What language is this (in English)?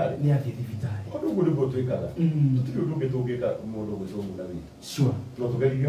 Kikuyu